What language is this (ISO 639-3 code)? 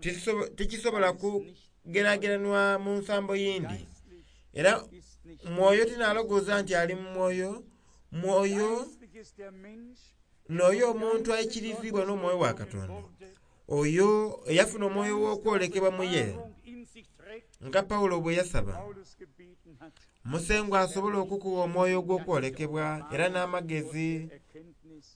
xog